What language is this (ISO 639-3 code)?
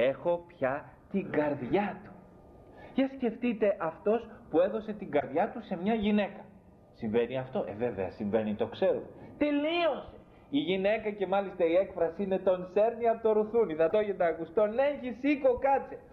ell